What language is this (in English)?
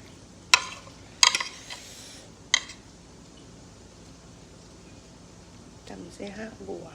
Lao